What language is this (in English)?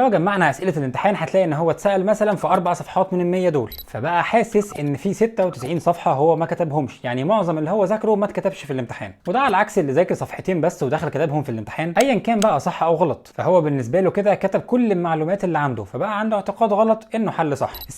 Egyptian Arabic